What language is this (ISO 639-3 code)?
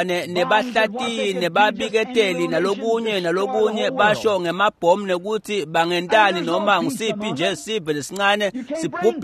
ssw